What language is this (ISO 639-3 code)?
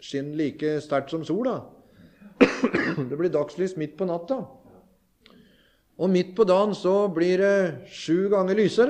nor